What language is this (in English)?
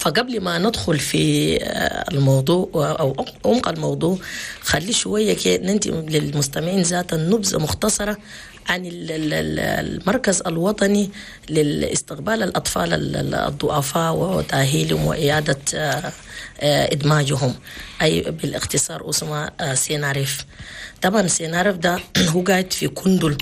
Chadian Arabic